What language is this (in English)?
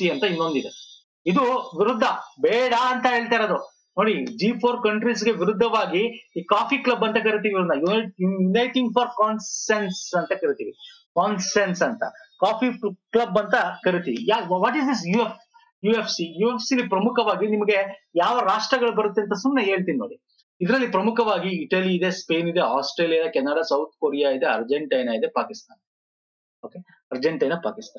Kannada